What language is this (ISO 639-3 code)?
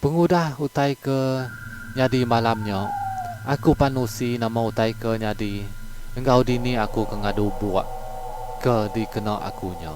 iba